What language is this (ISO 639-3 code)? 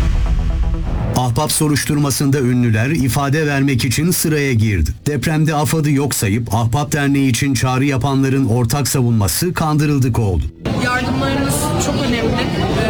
tur